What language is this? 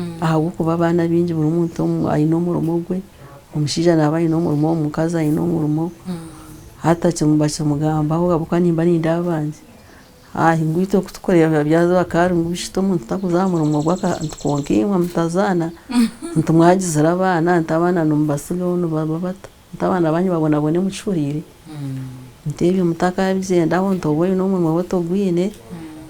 Nyankole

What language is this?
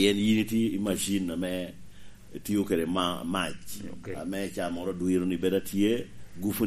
Lango (Uganda)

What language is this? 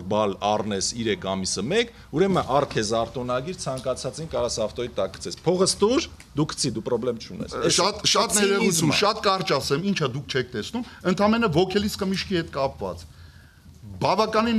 Armenian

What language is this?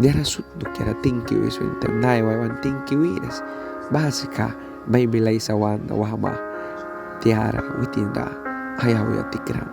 Mískito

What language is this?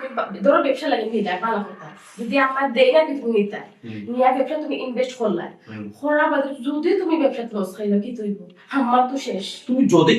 Sylheti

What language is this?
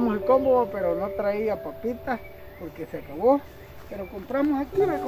Spanish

